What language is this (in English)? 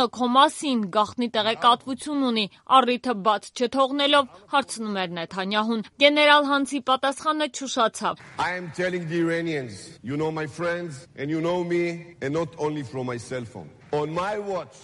Armenian